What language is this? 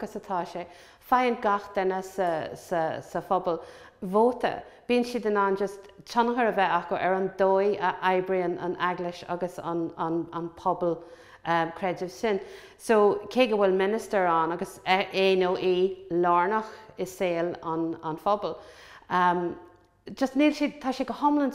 Irish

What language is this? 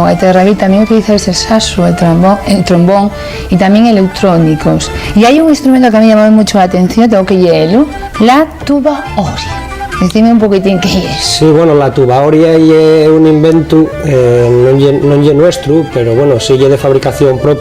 Asturian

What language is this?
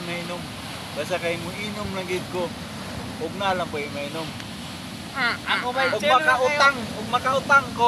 Cebuano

